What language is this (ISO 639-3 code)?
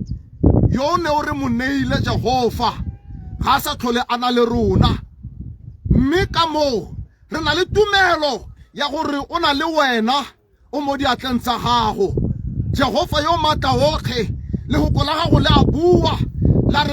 tsn